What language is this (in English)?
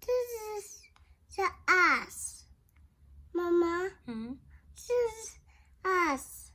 Tswana